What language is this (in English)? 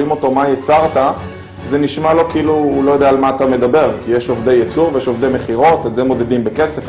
Hebrew